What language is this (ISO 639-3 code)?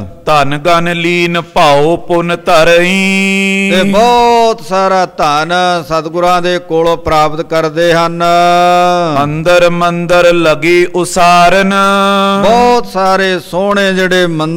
pan